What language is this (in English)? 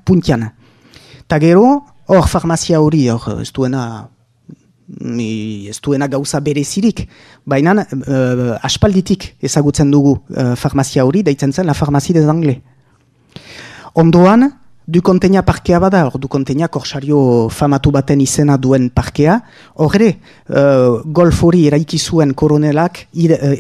Basque